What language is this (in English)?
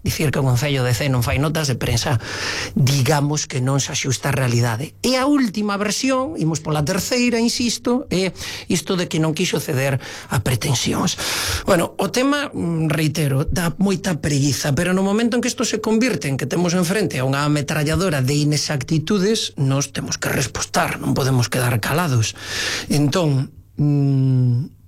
Galician